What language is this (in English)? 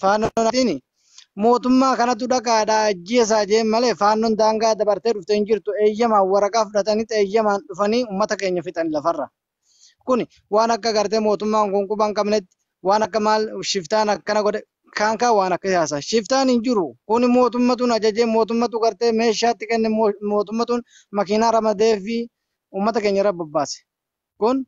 Oromo